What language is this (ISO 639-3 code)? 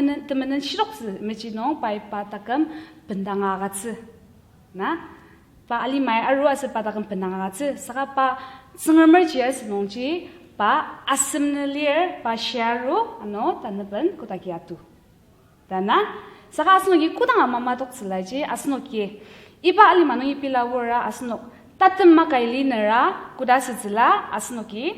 njo